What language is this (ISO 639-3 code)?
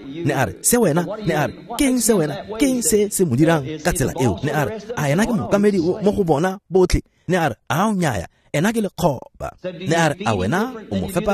tsn